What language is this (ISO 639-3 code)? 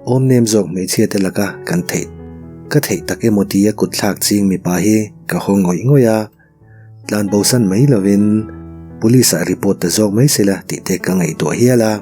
lus